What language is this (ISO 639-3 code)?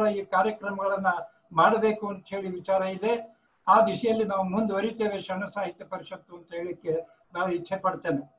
kan